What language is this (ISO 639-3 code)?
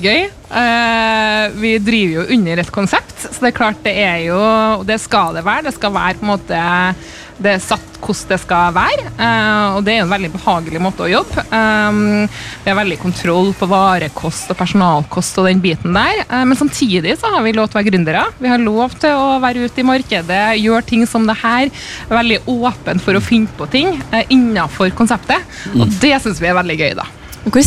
nor